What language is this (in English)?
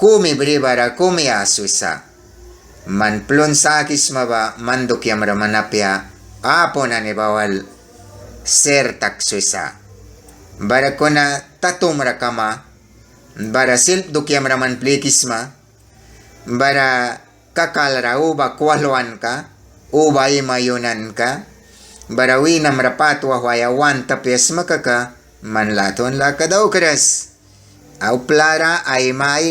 Mískito